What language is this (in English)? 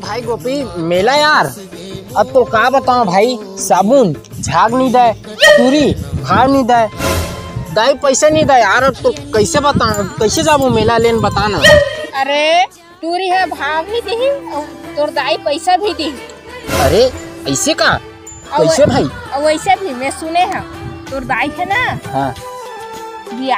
Chhattisgarhi